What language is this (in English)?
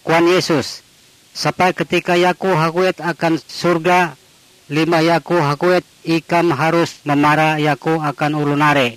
Ngaju